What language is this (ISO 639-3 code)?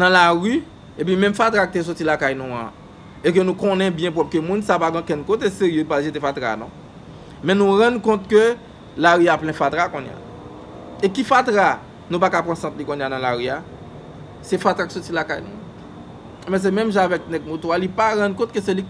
hat